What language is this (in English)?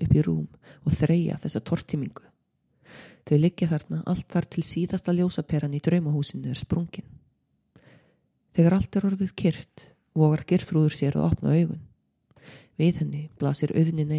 Icelandic